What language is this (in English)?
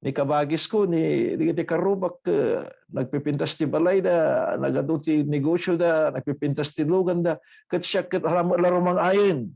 Iloko